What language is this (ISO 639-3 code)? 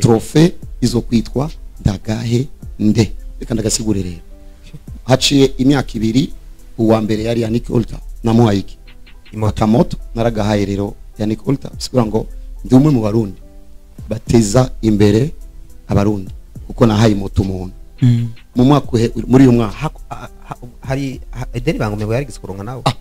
run